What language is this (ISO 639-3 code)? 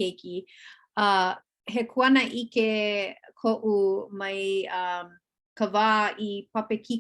haw